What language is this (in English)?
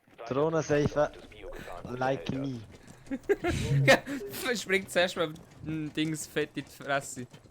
Swiss German